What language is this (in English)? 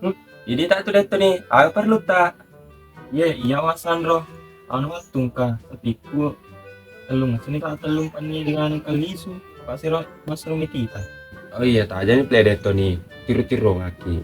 Buginese